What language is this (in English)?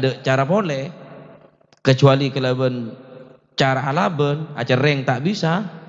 Madurese